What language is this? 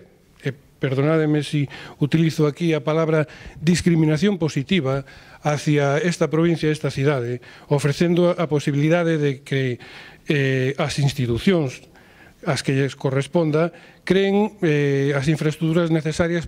Galician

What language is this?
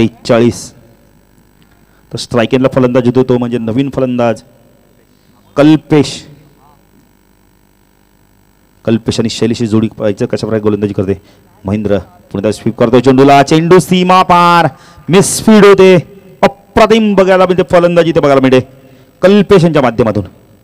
Marathi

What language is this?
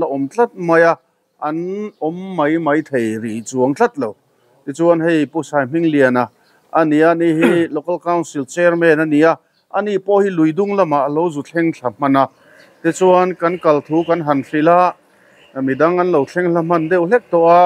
Mizo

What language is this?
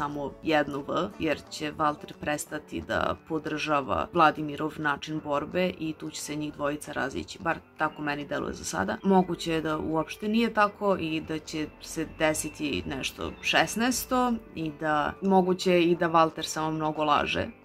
Serbian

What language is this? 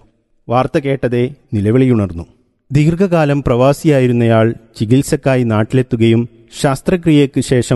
Malayalam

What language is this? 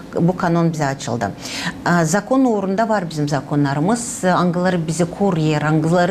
Gagauz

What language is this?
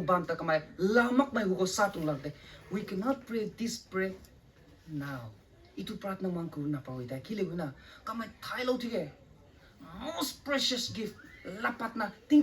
Rongmei Naga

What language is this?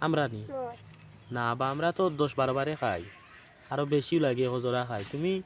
Sylheti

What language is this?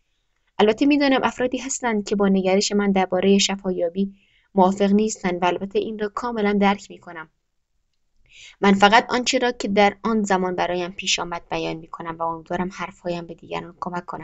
Persian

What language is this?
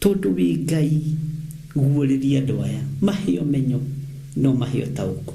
Kikuyu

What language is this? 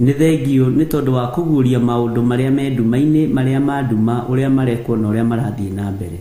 Kikuyu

